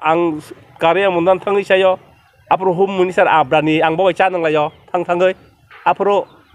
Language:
Kok Borok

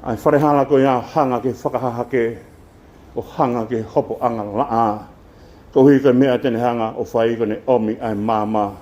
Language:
Tongan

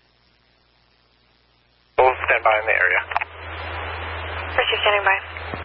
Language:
English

